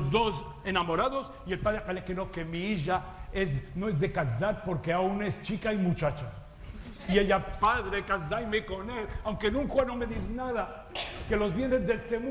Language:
Ladino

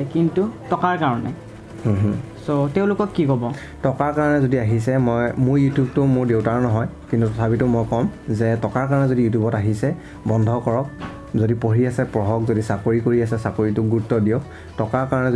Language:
Assamese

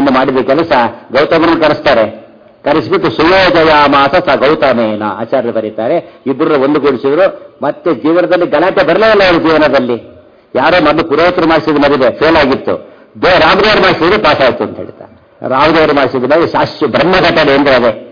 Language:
Kannada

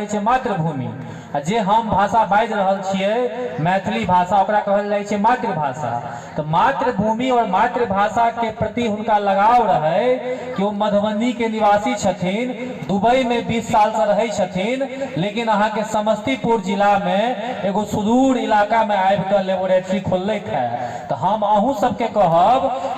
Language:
Maithili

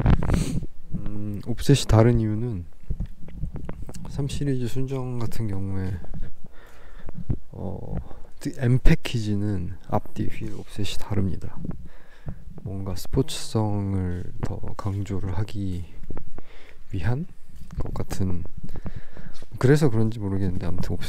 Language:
Korean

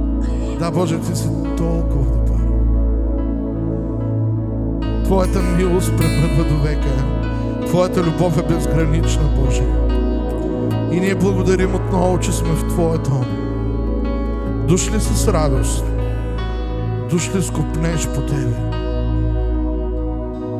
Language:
Bulgarian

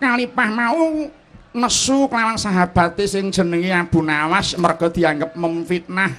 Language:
Javanese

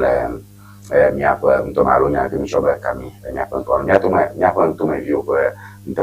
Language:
Ewe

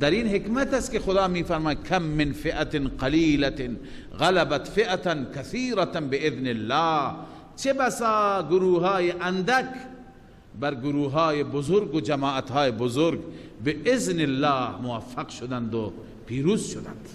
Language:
Persian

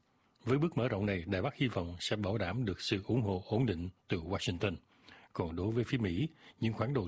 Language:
Vietnamese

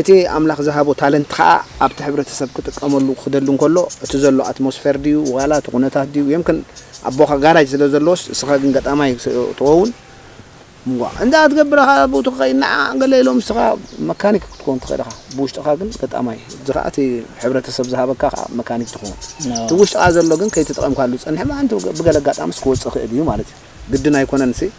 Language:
Tigrinya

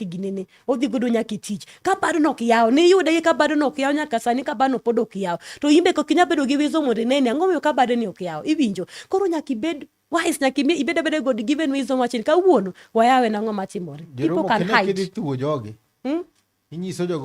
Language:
Luo (Kenya and Tanzania)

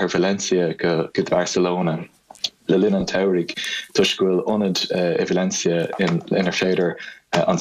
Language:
Irish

